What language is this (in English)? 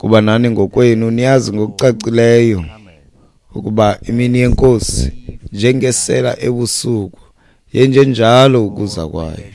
Xhosa